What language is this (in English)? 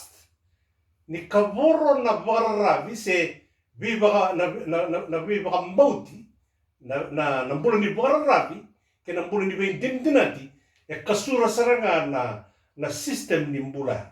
Fijian